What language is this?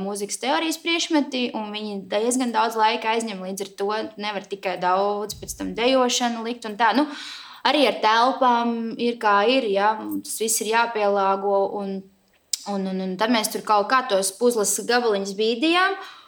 Latvian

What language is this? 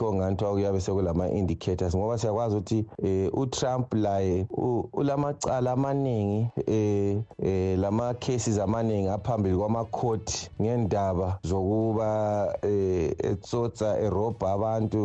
North Ndebele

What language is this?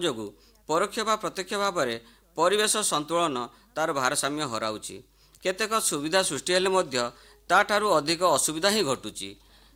Odia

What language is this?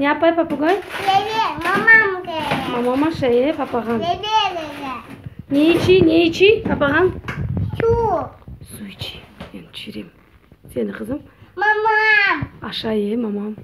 Crimean Tatar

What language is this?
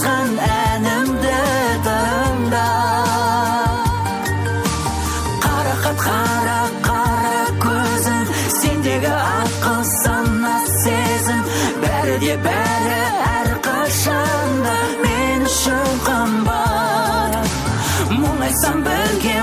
Kazakh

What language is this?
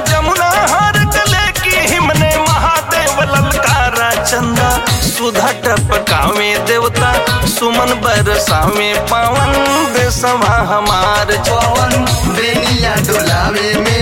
Bhojpuri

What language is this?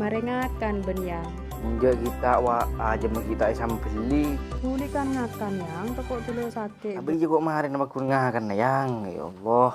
Madurese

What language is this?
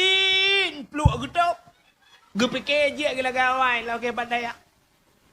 Achinese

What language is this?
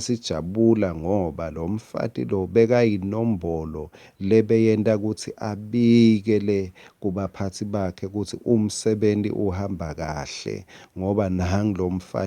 Swati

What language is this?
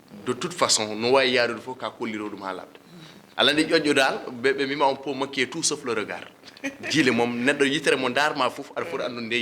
Fula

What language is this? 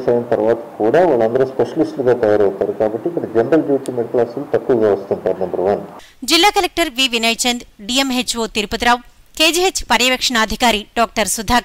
Telugu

